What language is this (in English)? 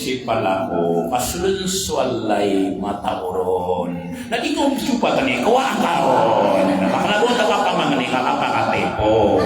Maranao